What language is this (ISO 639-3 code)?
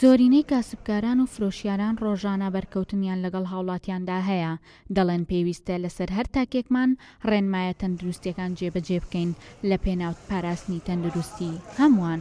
ckb